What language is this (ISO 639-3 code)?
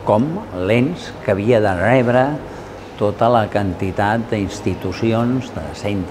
cat